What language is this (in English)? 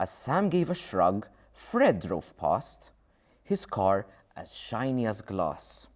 English